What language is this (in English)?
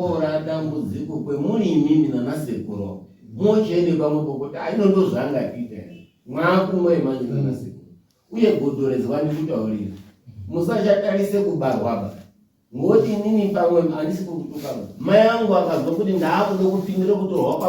Shona